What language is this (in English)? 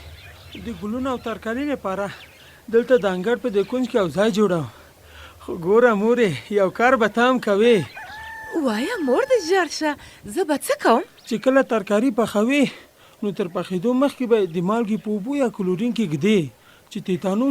Pashto